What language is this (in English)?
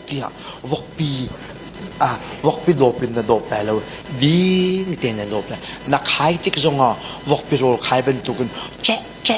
Hakha Chin